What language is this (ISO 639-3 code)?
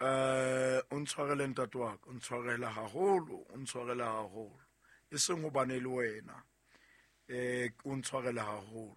sot